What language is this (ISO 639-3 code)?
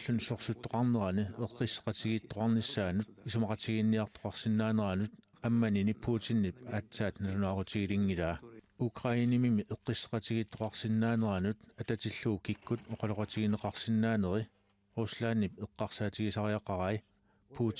kal